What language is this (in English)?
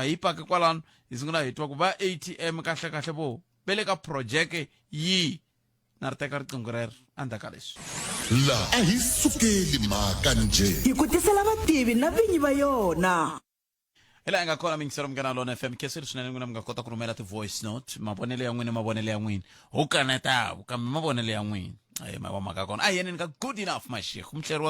Tsonga